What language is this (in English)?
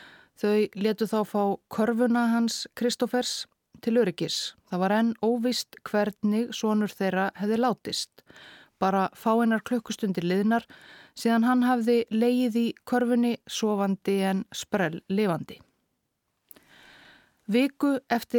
Icelandic